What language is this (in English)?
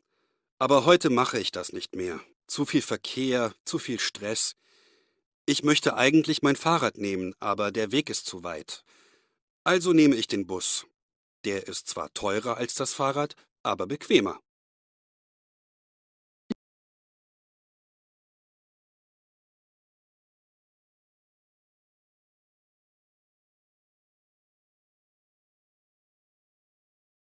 German